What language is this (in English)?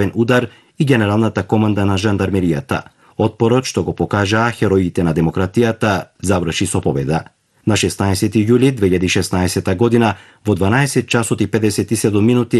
Macedonian